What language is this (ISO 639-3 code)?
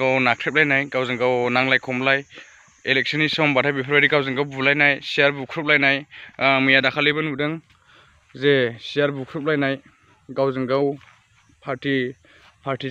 brx